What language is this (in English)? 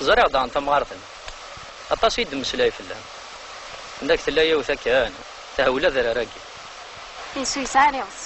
Kabyle